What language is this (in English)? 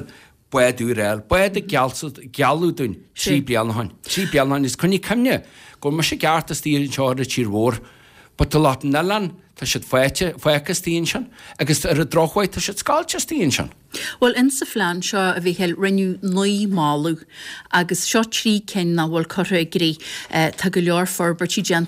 Irish